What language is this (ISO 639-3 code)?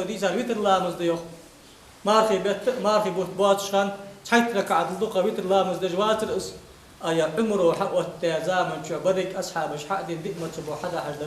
inh